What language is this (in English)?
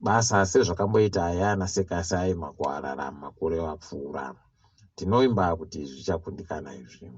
Ndau